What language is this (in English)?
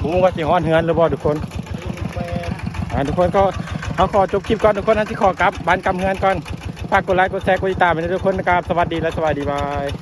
Lao